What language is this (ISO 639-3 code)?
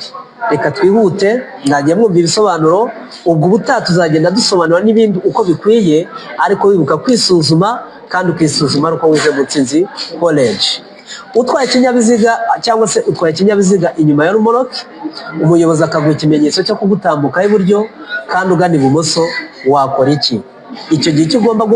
kin